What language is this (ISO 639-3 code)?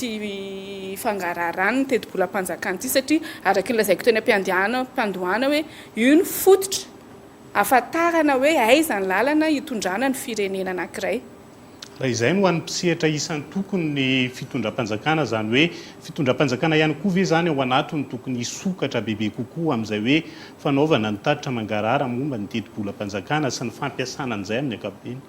mlg